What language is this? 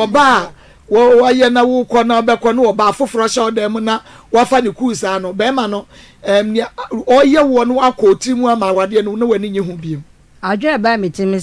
Akan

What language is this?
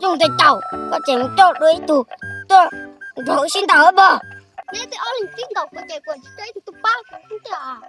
Hmong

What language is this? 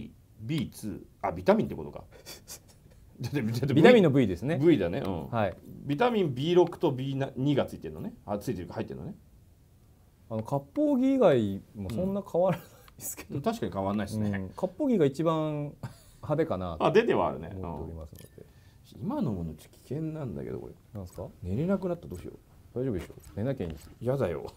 Japanese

